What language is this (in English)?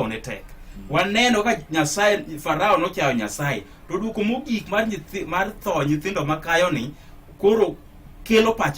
Luo (Kenya and Tanzania)